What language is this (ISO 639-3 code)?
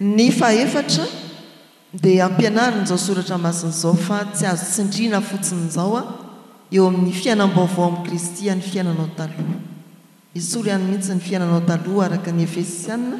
mlg